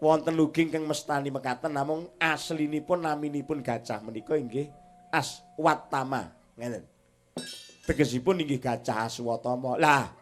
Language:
Javanese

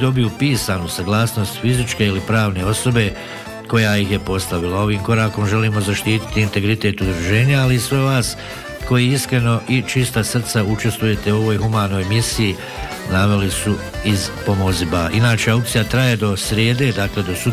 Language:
Bosnian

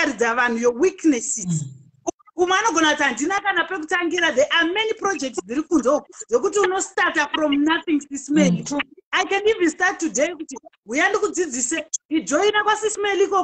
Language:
Shona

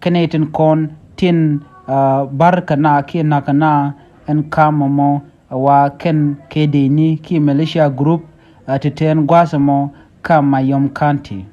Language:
Nuer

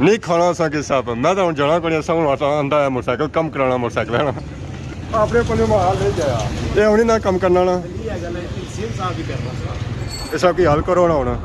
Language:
Pahari-Potwari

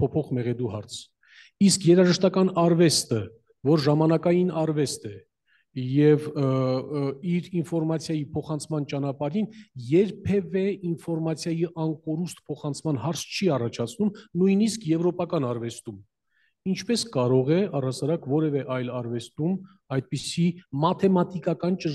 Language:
Armenian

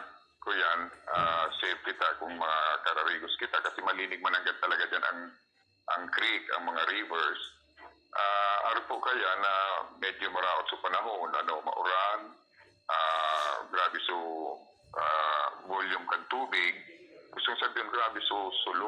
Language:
Bikol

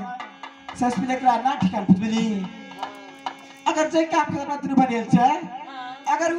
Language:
Maithili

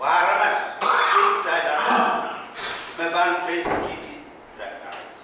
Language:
Pohnpeian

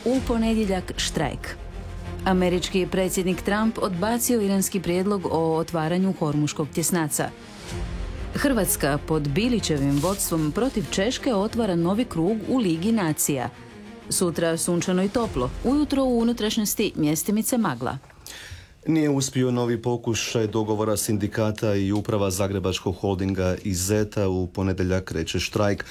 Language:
Croatian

